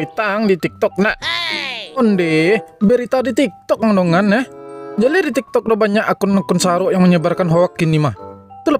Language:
Minangkabau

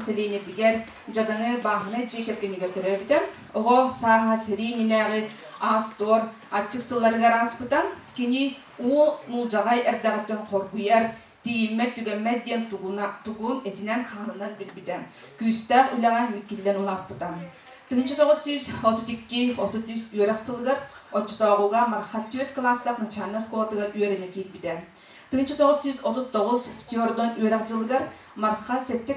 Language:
Yakut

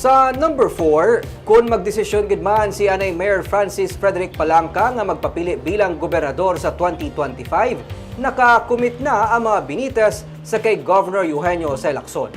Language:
Hiligaynon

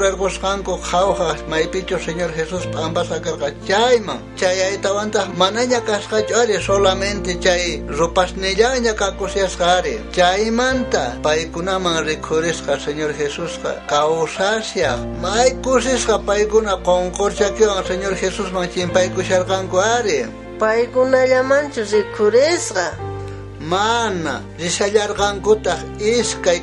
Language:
South Bolivian Quechua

